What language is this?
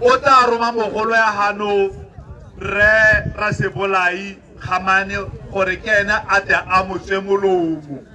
Tswana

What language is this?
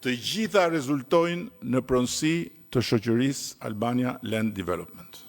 Albanian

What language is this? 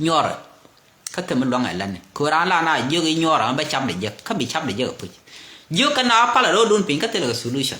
Nuer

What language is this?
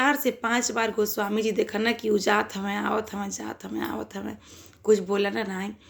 Bhojpuri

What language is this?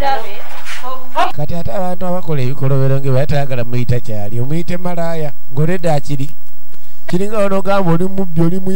Ganda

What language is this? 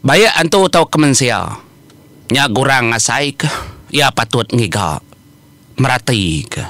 Iban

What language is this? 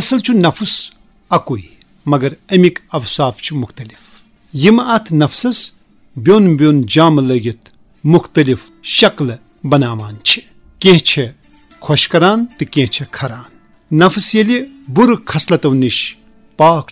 Kashmiri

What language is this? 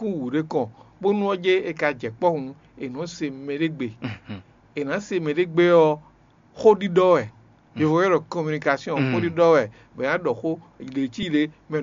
Fon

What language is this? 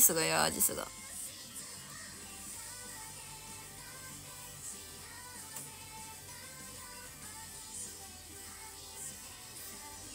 Japanese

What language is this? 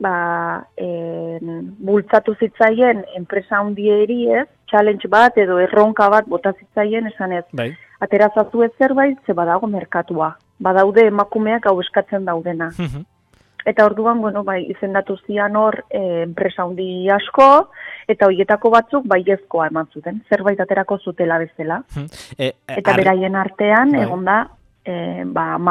Basque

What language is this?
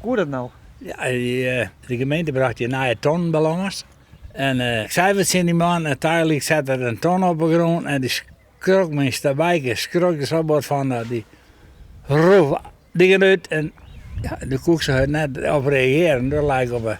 Western Frisian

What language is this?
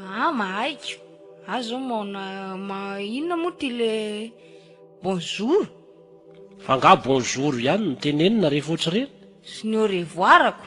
Malagasy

